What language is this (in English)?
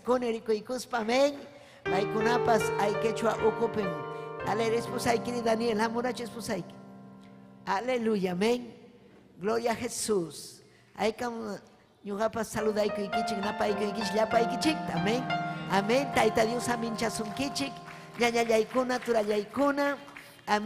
Ayacucho Quechua